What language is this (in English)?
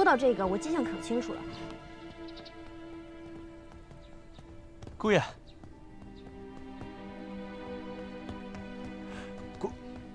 Chinese